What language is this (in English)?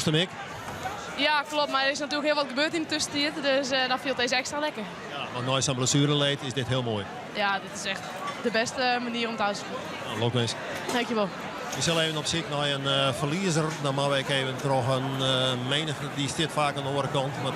Western Frisian